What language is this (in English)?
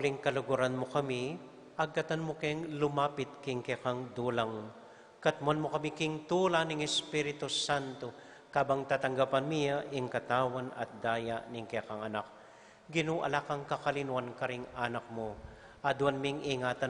Pampanga